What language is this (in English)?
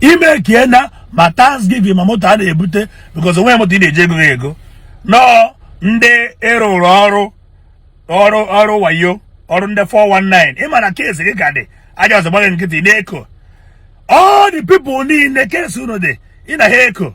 Igbo